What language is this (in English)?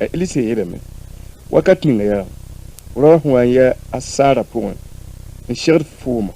Mossi